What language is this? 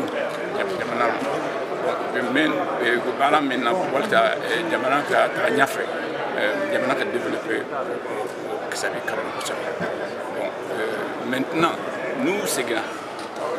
Bambara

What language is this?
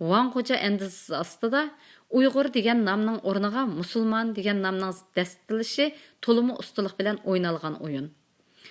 Uyghur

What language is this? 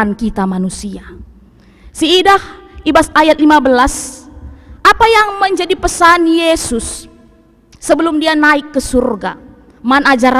Batak Karo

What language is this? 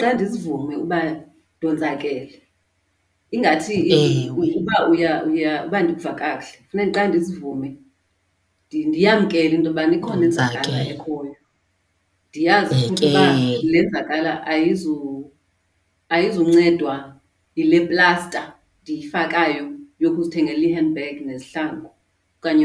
Xhosa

